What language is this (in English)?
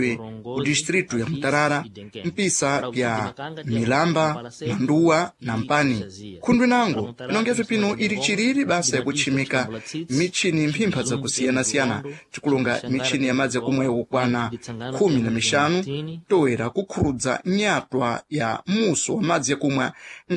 Sena